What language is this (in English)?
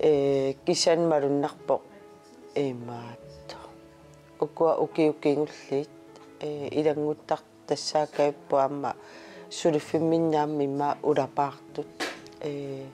Kalaallisut